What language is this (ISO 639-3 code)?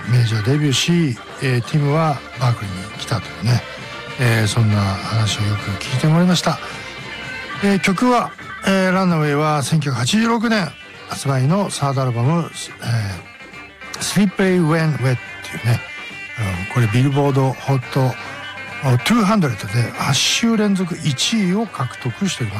jpn